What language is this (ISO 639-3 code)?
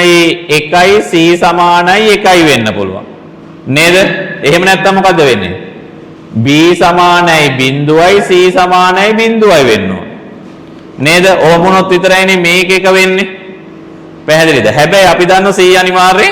sin